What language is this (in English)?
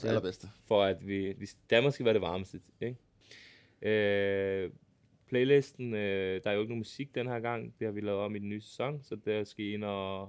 Danish